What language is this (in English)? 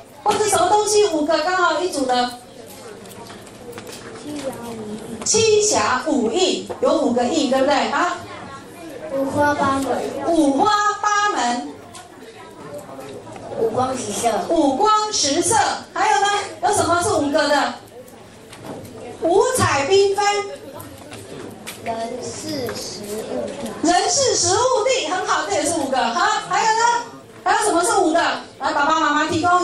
Chinese